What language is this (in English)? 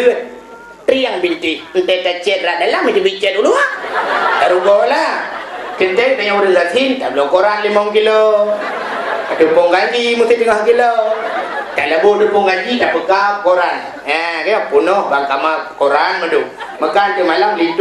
Achinese